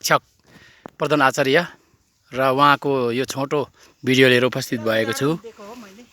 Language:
Nepali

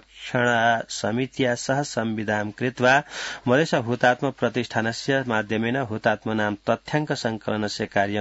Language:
Sanskrit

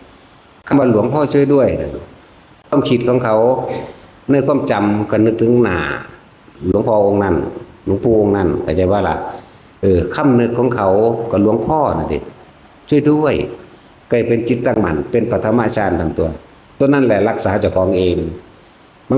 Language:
Northeastern Thai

